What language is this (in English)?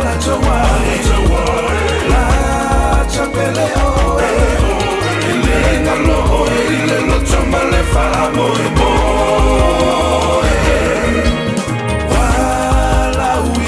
Samoan